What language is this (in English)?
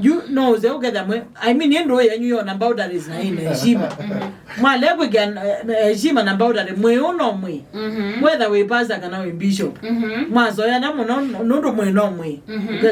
Kamba